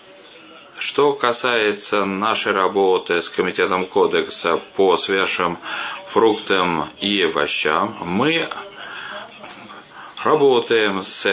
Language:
Russian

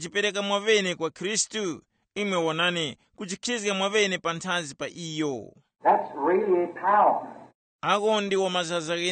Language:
Tumbuka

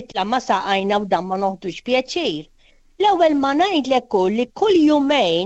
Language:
Maltese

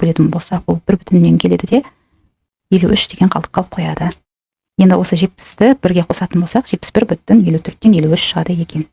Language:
Kazakh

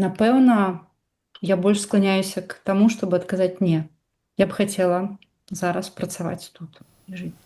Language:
Belarusian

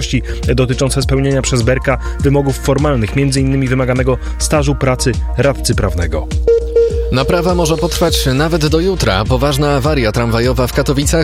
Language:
Polish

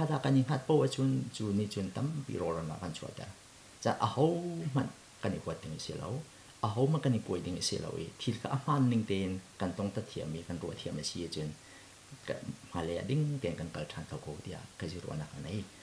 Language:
Hakha Chin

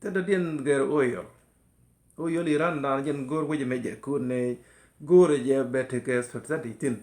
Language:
Nuer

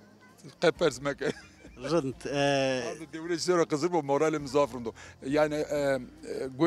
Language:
Zaza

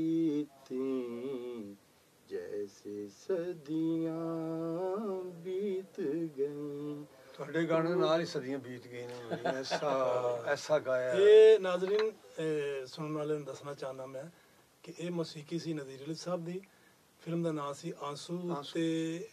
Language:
Punjabi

